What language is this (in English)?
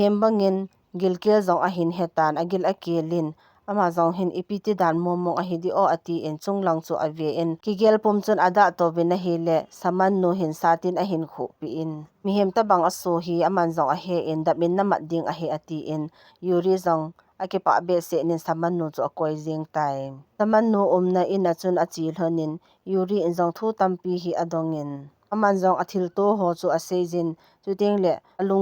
Thado Chin